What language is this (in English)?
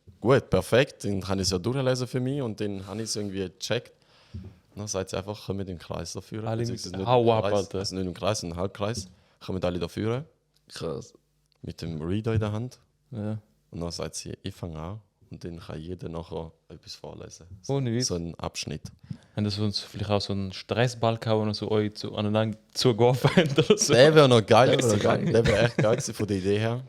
Swiss German